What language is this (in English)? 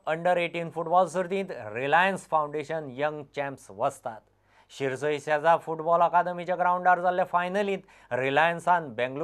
Konkani